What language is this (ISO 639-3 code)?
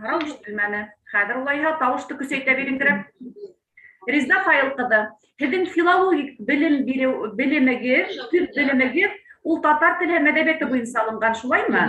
bak